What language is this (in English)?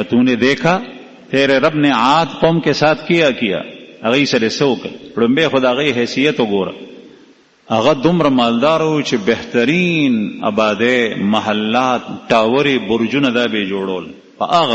Pashto